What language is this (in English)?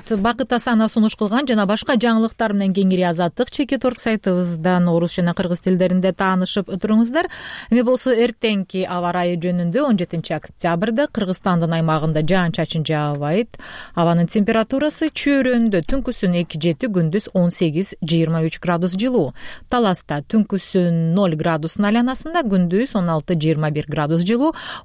Kyrgyz